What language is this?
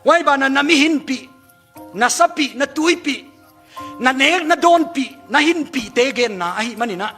Tedim Chin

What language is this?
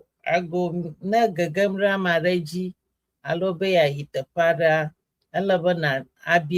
Ewe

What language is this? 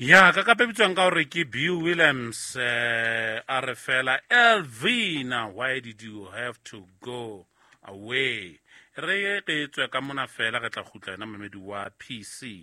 Southern Sotho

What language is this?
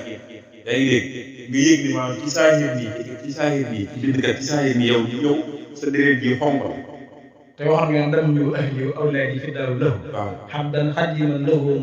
Wolof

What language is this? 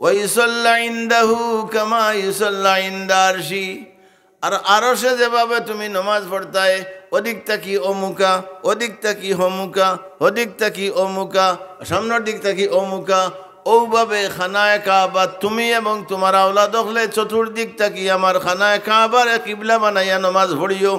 Sylheti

